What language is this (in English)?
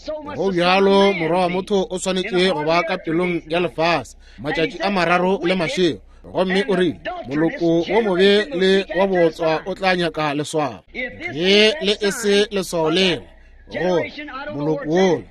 Northern Sotho